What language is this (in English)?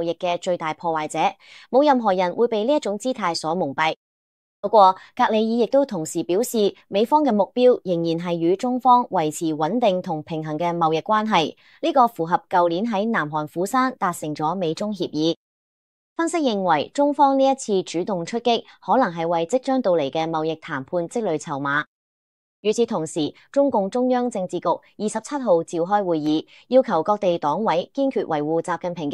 Cantonese